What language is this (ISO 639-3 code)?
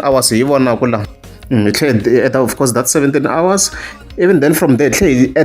tso